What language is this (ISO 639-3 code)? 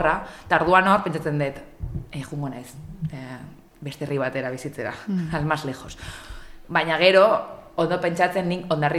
eus